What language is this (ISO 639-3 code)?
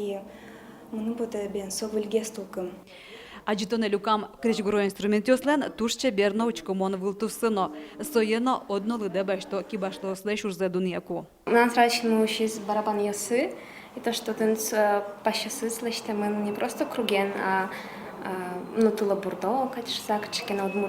udm